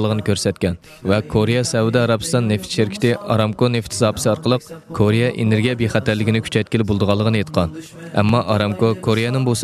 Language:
Uyghur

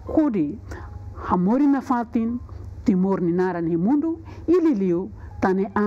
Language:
Tetum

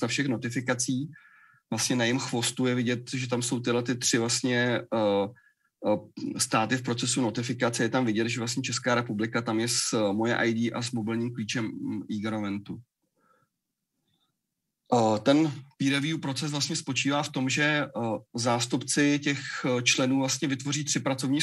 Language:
Czech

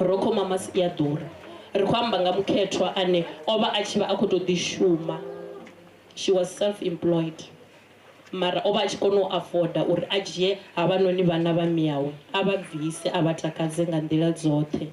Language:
Venda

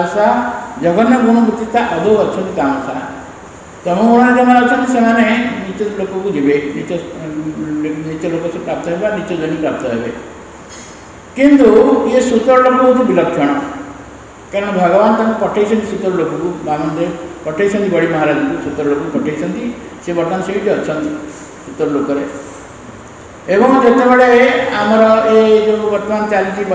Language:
Odia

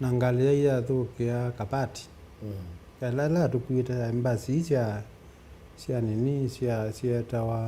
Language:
Kamba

